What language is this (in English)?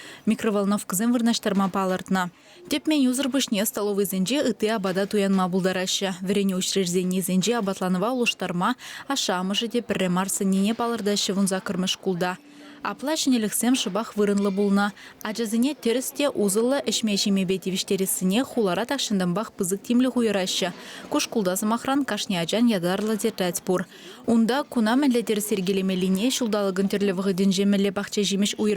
Chuvash